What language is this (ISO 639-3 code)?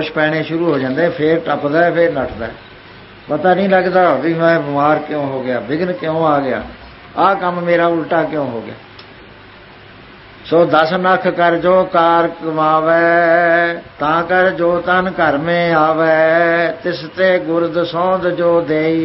pan